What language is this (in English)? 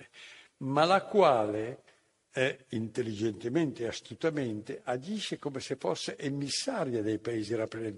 Italian